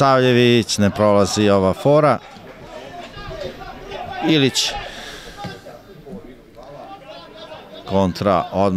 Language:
Serbian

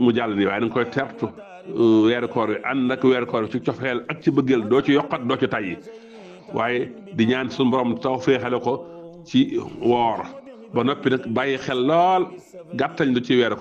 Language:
Wolof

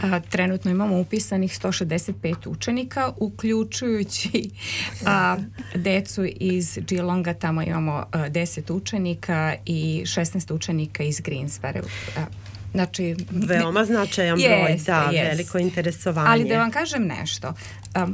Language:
Serbian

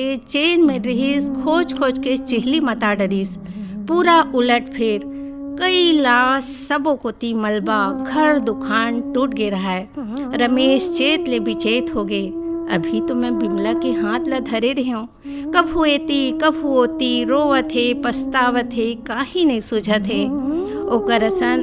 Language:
Chhattisgarhi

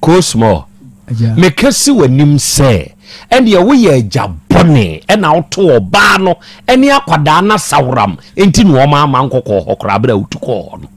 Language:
Akan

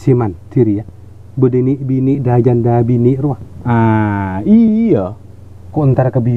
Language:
Madurese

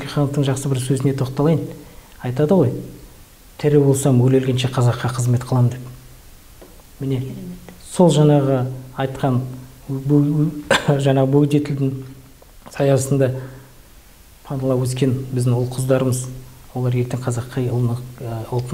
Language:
Kazakh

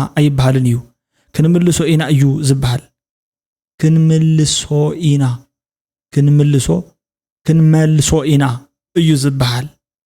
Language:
Tigrinya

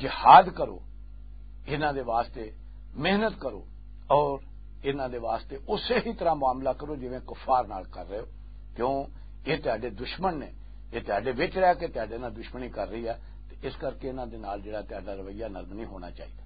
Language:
Western Panjabi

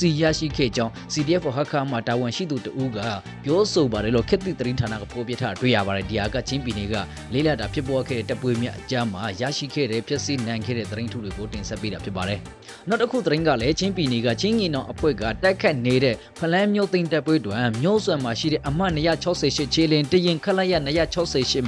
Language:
Burmese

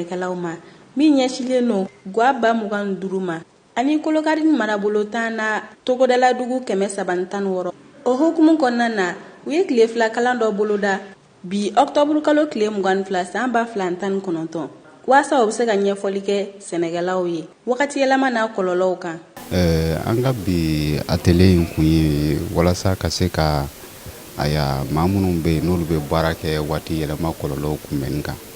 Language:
Bambara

